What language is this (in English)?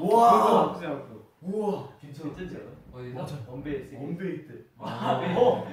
Korean